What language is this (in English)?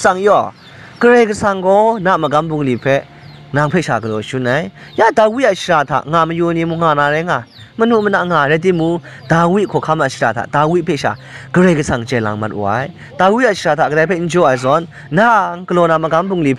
Kachin